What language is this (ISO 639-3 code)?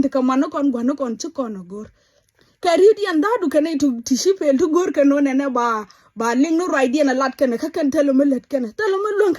nus